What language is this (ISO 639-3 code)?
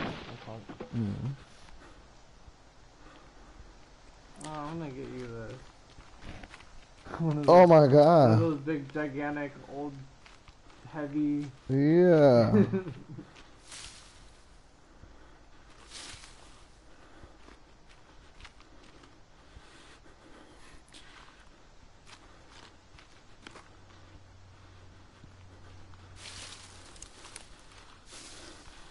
spa